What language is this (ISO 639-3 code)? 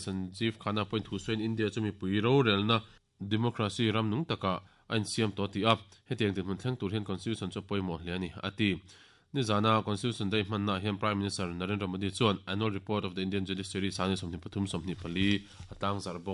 lus